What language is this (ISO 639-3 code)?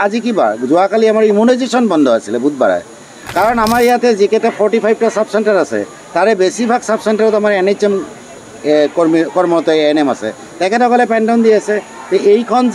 asm